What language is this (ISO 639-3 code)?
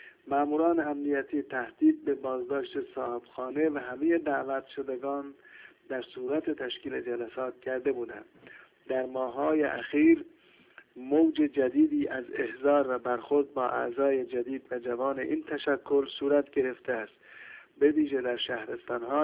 fas